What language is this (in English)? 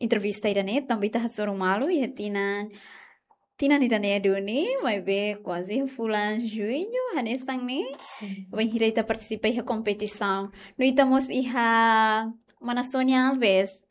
Tetum